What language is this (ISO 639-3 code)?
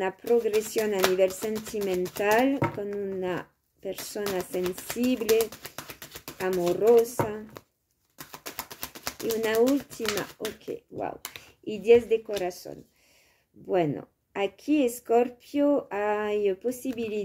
spa